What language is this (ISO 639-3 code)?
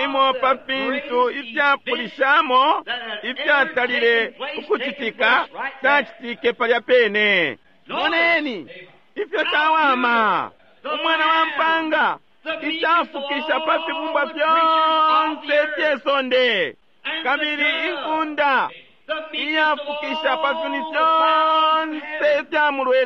bem